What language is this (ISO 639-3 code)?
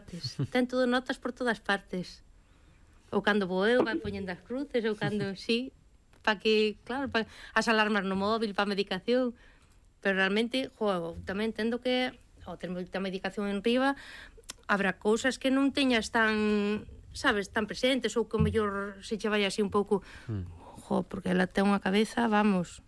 glg